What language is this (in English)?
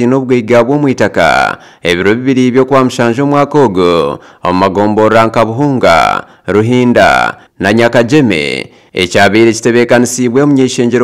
Nyankole